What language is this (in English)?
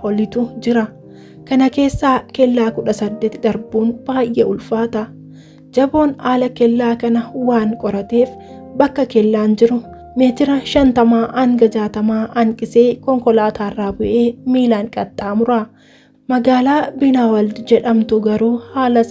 Oromo